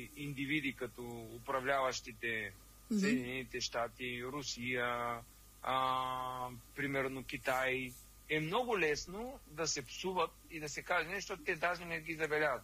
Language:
Bulgarian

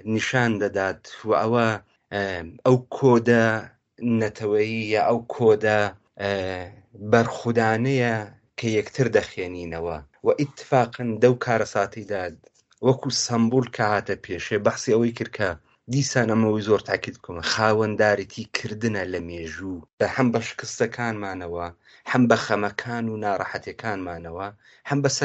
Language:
Central Kurdish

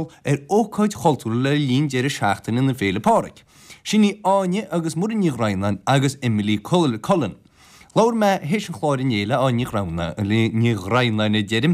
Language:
Irish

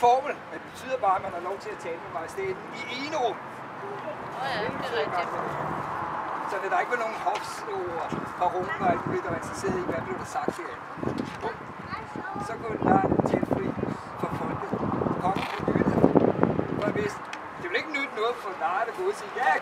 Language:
Danish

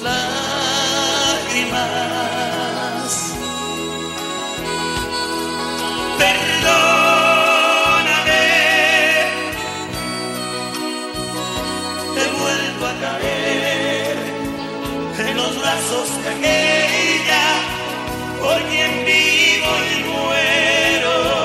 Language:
Spanish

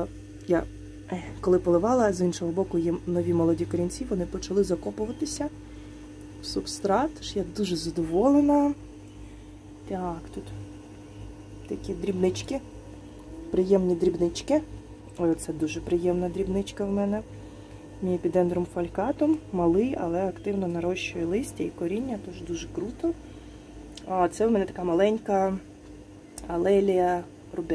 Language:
Ukrainian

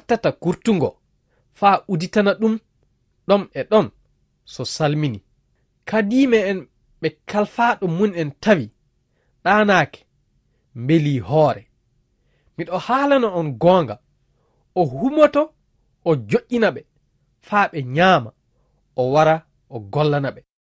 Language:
Fula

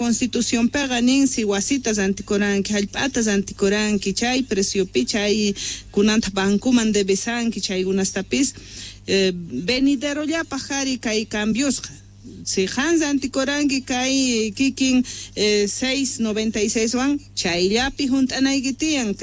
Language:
Quechua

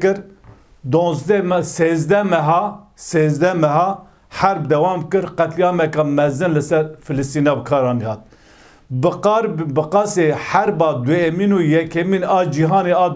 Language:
Kurdish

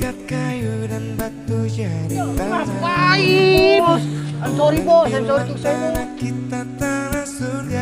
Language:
Betawi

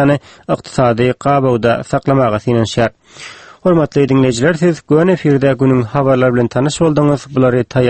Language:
Turkmen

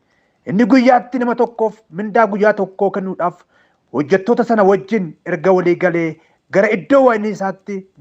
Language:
Oromo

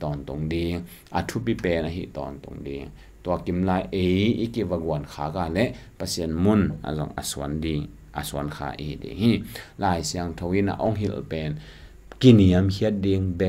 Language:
Tedim Chin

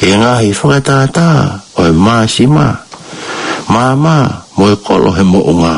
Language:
Tongan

